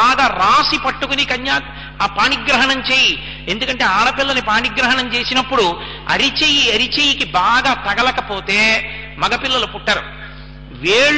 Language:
Telugu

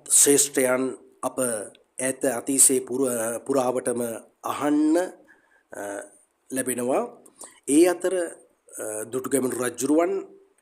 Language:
Sinhala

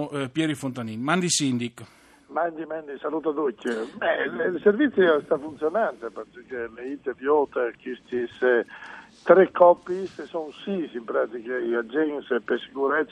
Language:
Friulian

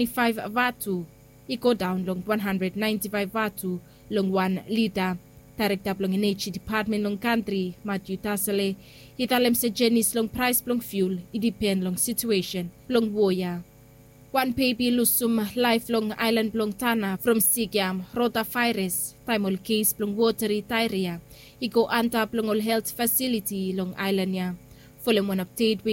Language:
Bislama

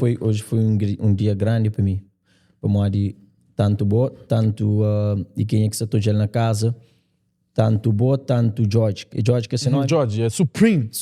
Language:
Kabuverdianu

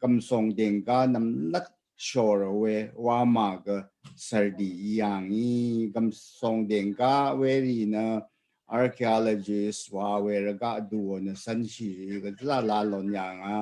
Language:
Rawang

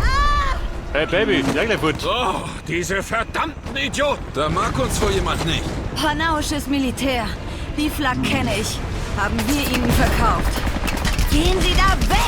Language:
Bavarian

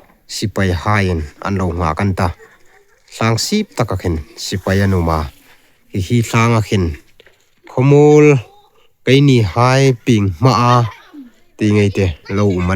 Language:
Hmar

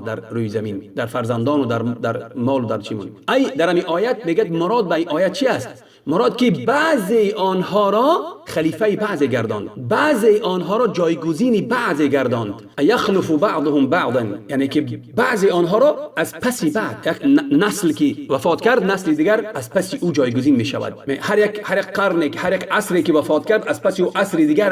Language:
Tajik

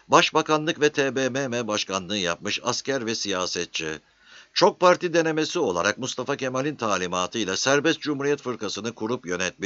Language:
Turkish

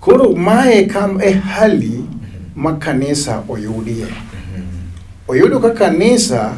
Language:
Luo (Kenya and Tanzania)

